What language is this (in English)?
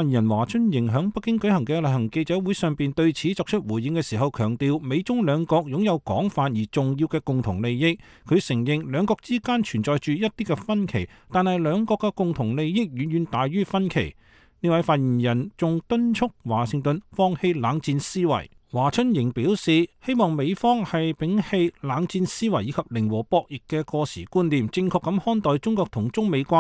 Cantonese